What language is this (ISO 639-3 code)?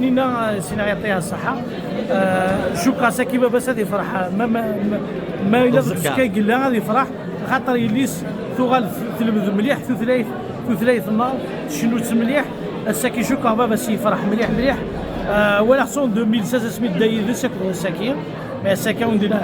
kab